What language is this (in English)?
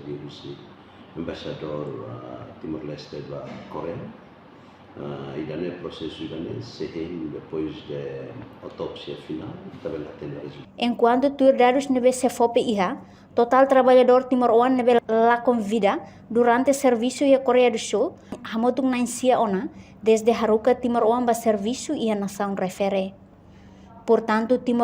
Tetum